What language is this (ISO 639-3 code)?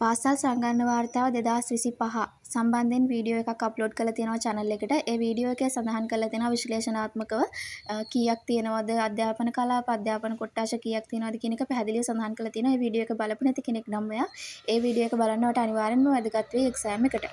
sin